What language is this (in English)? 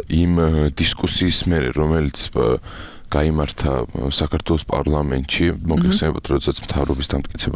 Georgian